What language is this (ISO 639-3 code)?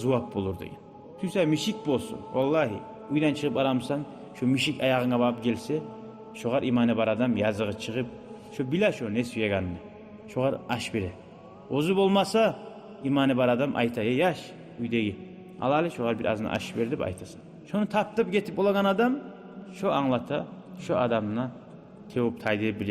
kum